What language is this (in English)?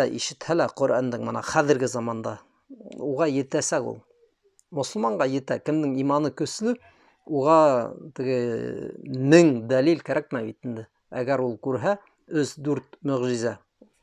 Bashkir